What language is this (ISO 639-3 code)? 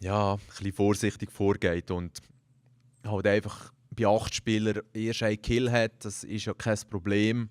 gsw